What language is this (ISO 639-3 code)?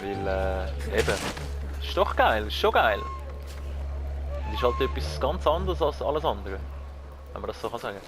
gsw